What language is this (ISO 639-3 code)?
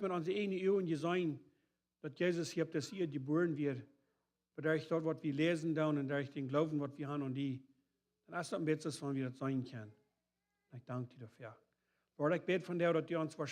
pdt